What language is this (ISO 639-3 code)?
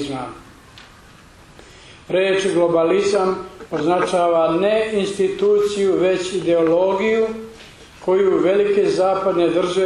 srp